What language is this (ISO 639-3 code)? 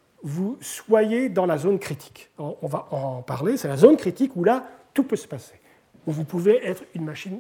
fra